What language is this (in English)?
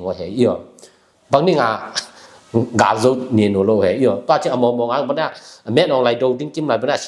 Tedim Chin